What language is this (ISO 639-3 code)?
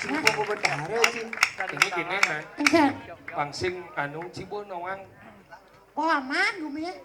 ban